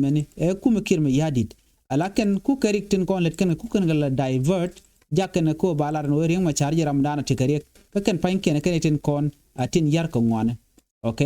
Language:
Nuer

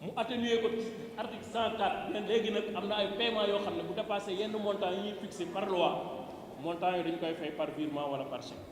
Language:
Wolof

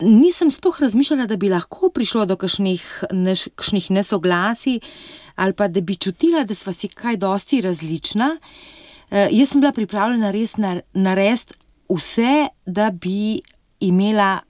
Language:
Slovenian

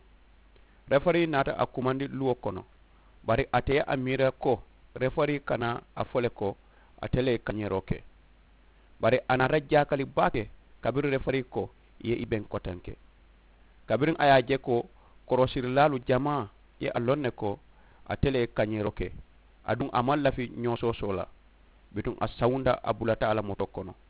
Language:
Mandingo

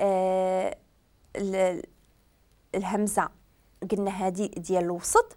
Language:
Moroccan Arabic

